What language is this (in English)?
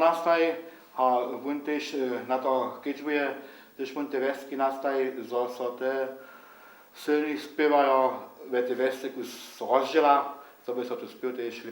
Upper Sorbian